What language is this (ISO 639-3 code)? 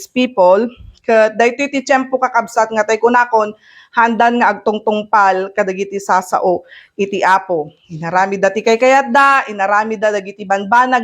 ilo